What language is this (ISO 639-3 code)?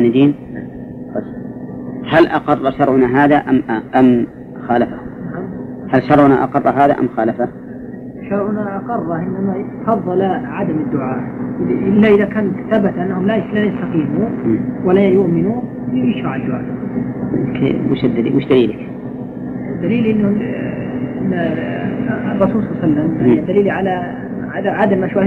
ara